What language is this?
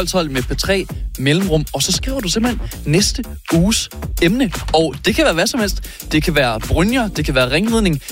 Danish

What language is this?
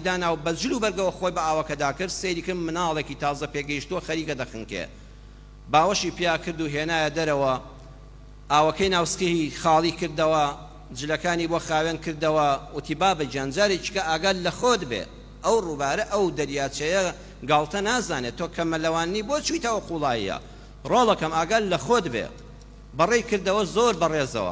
Central Kurdish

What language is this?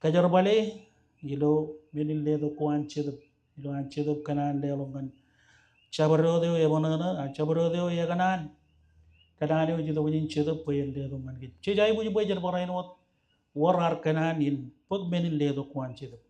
Marshallese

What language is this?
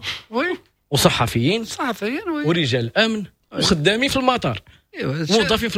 Moroccan Arabic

